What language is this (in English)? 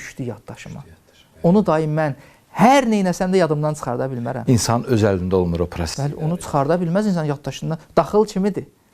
Azerbaijani